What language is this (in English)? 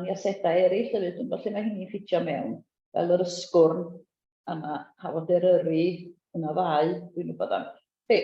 Welsh